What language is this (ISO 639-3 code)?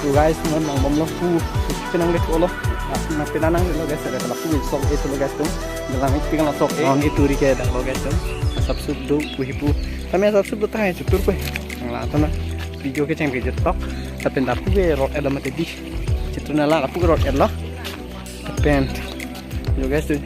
mjw